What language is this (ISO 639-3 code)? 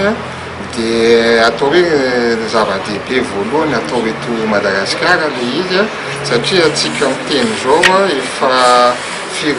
mlg